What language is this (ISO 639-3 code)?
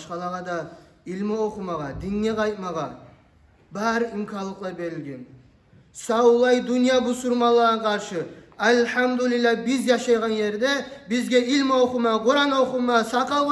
kum